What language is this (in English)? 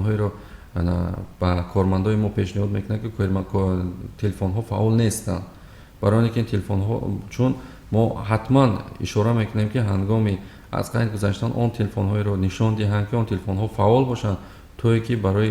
Tajik